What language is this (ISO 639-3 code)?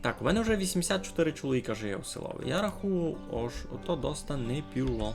rue